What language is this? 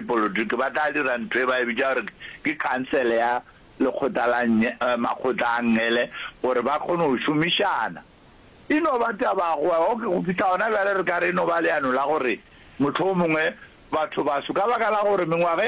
Northern Sotho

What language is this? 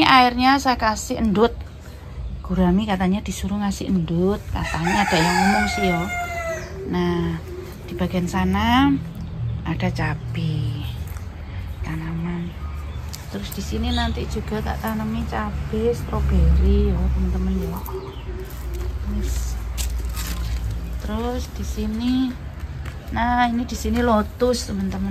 Indonesian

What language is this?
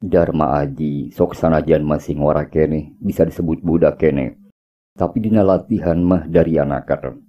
Sundanese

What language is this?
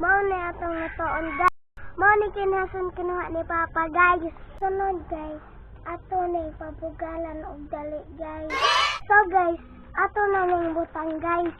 Cebuano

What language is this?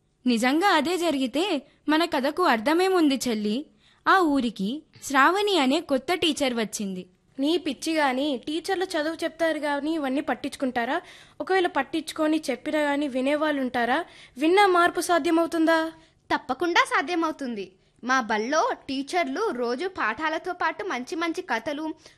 Telugu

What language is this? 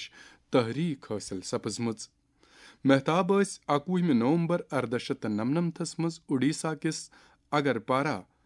Kashmiri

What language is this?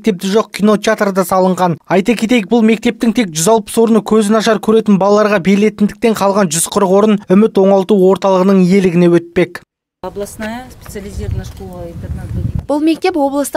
Kazakh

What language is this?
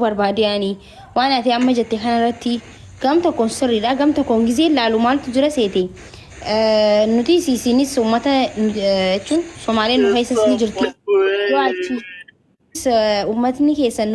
Oromo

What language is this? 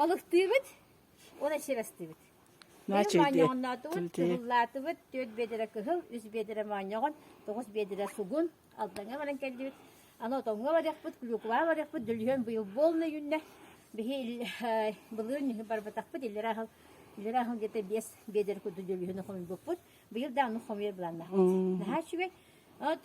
Yakut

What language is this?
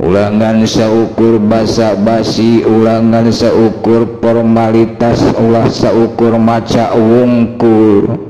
Sundanese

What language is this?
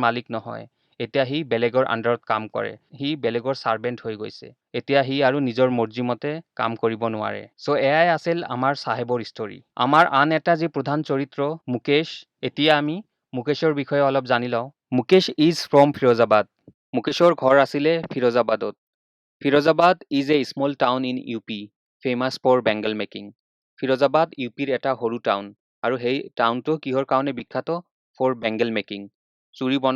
Assamese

